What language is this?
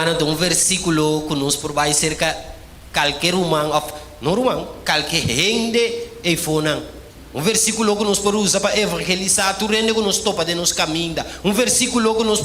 Papiamento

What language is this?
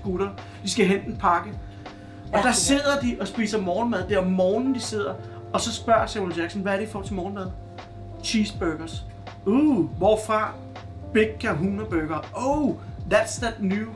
Danish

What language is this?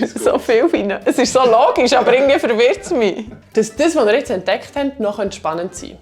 Swiss German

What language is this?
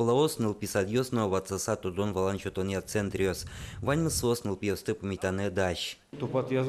Udmurt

